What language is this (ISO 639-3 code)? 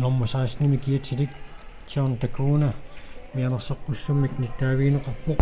kal